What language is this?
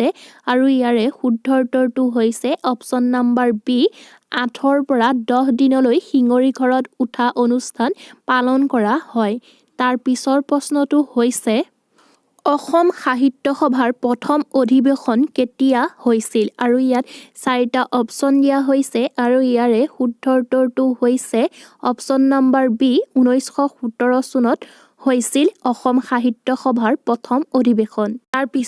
Assamese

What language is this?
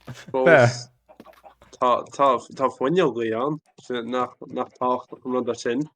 Irish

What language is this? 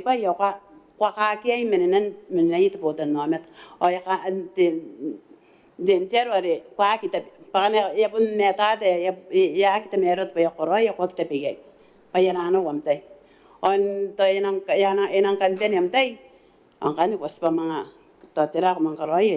Gilbertese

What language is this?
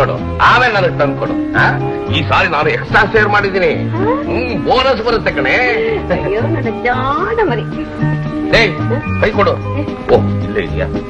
Kannada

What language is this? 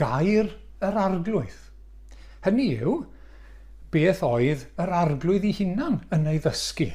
Welsh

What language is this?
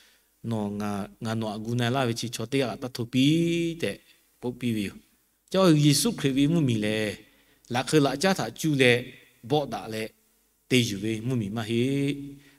Lahu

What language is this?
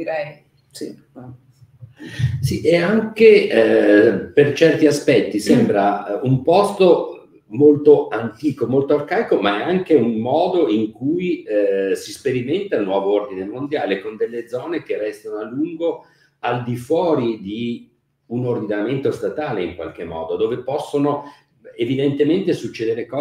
Italian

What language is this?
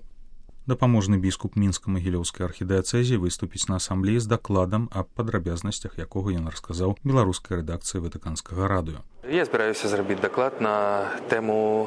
Belarusian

